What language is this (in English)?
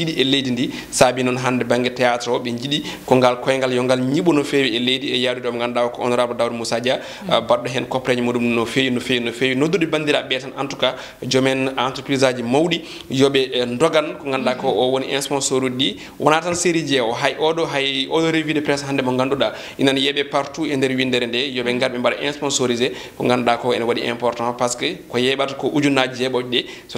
Fula